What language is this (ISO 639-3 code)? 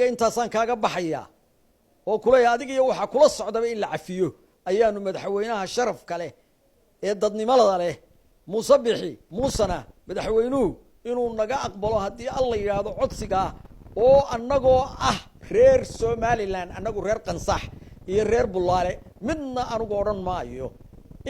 som